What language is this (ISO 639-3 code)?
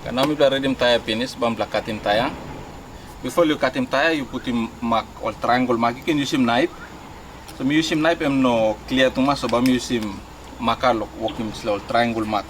tpi